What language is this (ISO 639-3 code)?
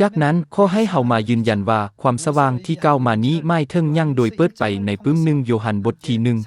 lao